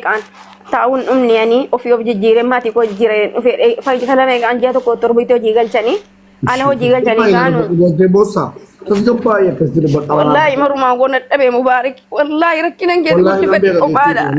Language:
Oromo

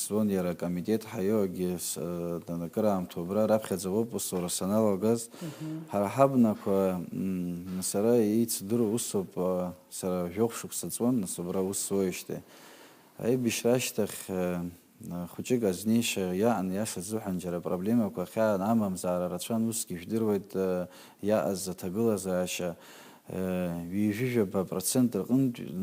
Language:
Abkhazian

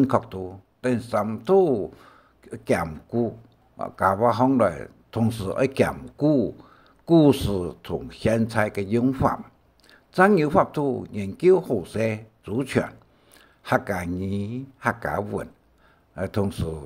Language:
Hakka Chinese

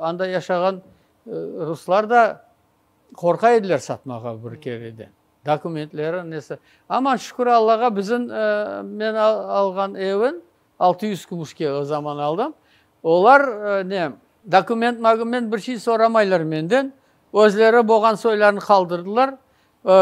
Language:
Crimean Tatar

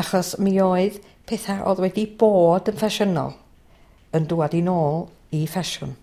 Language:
Welsh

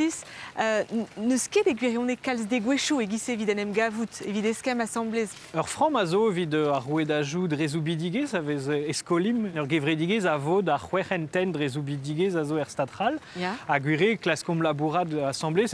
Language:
Breton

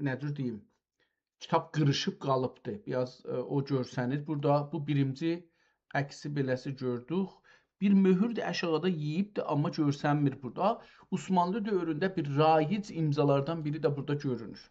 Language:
South Azerbaijani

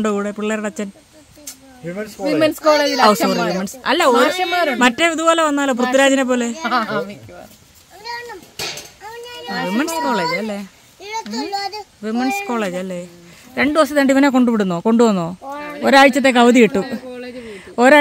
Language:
Malayalam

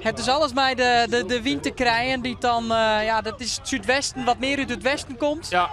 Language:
Western Frisian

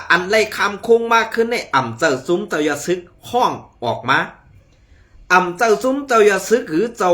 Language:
Shan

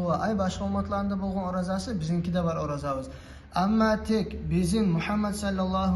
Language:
Kumyk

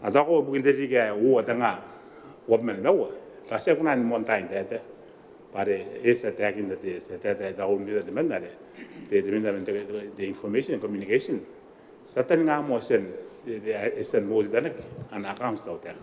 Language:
Gilbertese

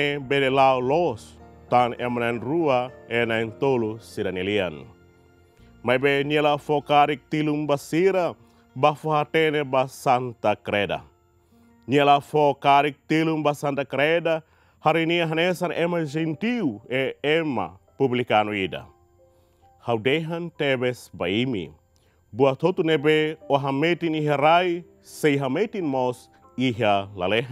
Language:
Tetum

